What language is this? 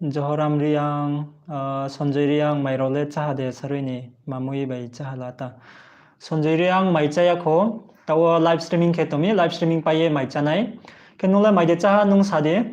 Riang (India)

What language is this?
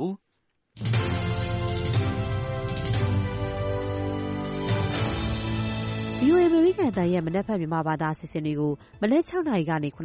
Burmese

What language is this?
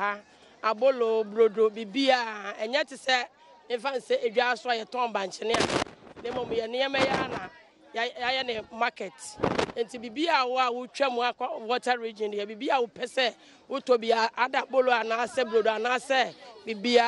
Akan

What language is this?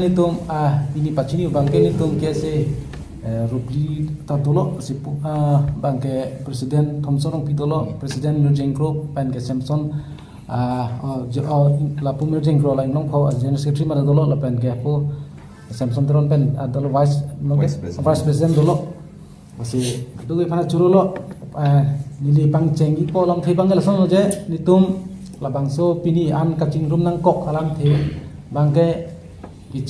Karbi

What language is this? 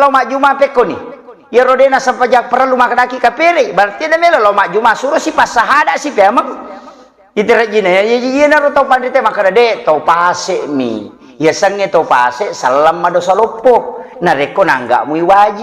Buginese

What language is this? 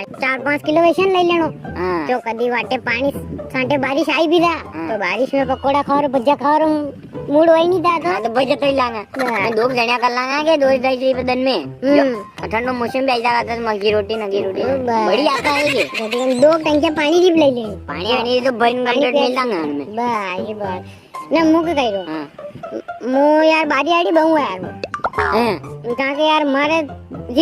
Rajasthani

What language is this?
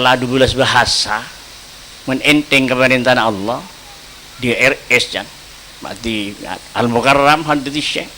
Madurese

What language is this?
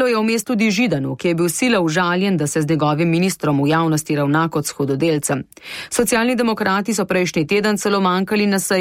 Slovenian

